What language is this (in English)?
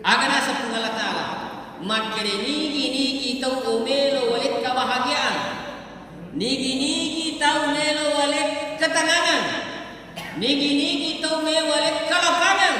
Buginese